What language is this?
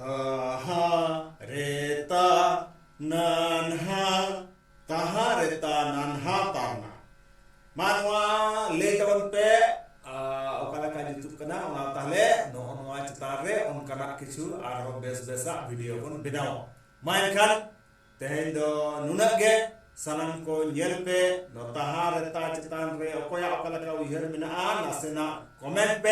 Santali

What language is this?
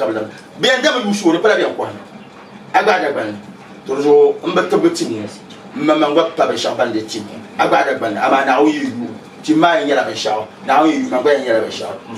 Dagbani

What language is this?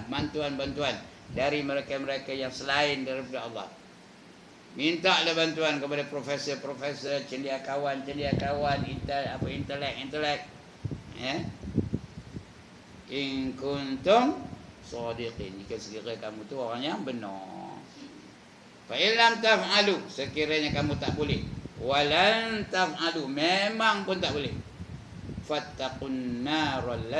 Malay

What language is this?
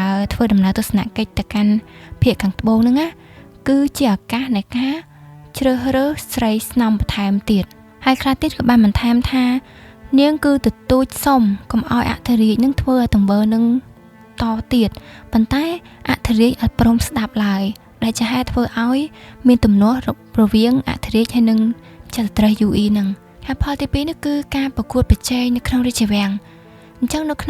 Khmer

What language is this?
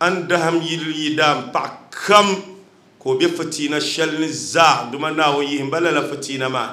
Dagbani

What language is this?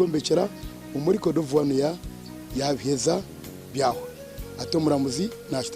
Nyankole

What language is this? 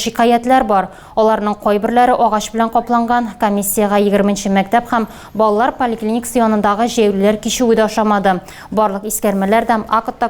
Tatar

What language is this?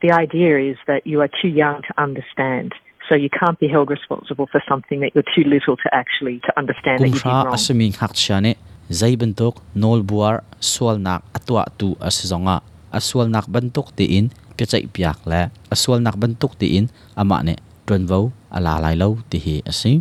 Hakha Chin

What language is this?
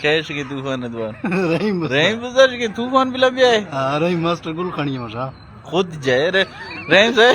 Eastern Balochi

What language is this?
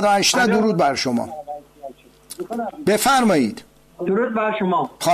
Persian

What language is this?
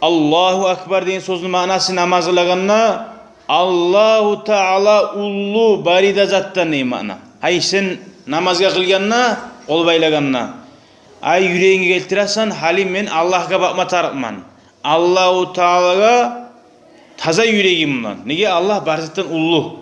Kumyk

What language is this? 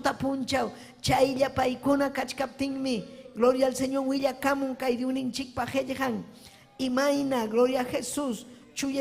Ayacucho Quechua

